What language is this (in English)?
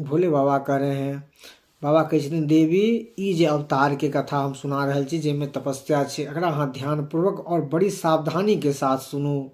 Maithili